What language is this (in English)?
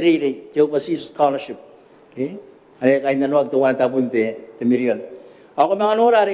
Gilbertese